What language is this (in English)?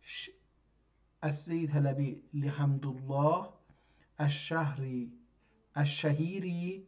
South Azerbaijani